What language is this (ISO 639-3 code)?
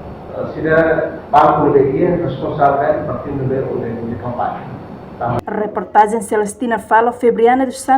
tet